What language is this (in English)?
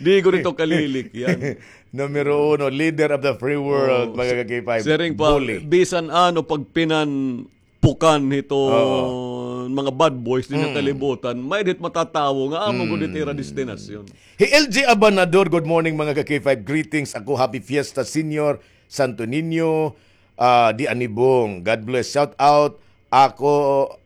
Waray